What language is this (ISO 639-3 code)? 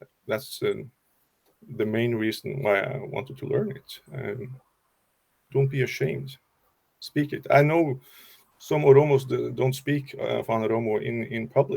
eng